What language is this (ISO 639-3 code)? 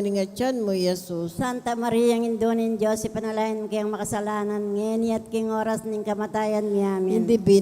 pam